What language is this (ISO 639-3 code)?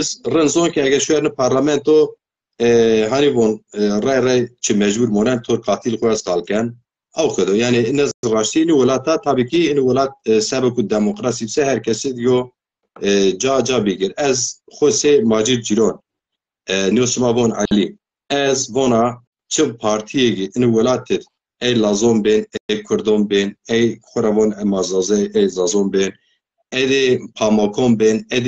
zza